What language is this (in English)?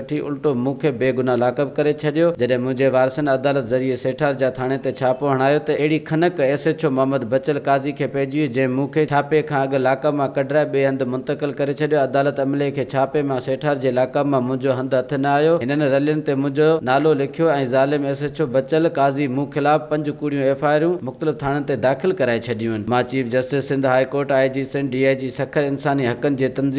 Sindhi